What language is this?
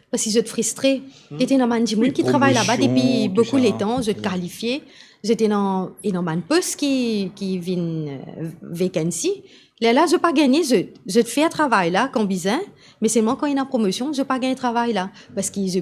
Morisyen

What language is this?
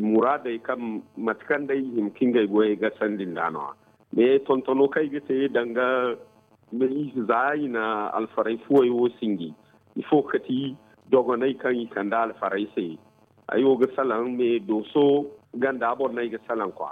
Zarma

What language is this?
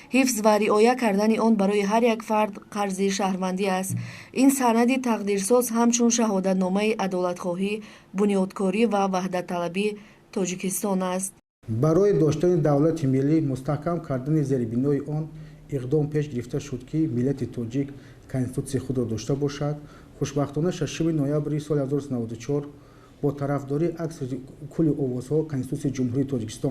Tajik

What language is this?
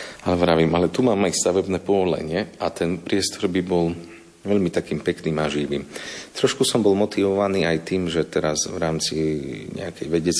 Slovak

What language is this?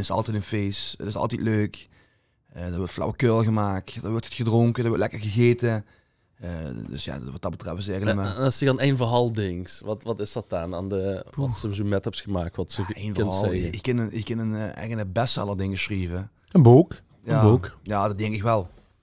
Limburgish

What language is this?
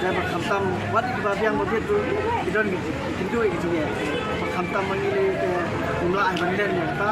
Khasi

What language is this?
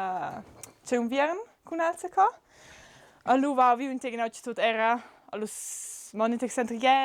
Romansh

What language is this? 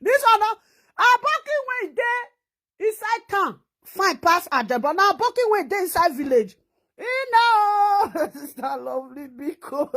Nigerian Pidgin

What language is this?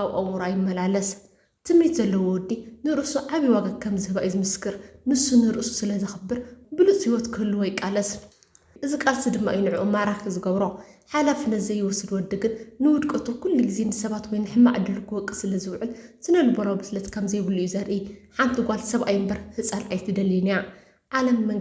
Tigrinya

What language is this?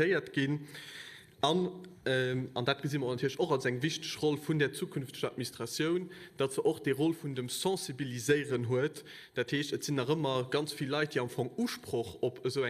Luxembourgish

